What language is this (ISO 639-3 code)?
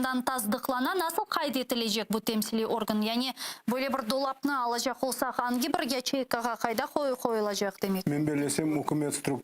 crh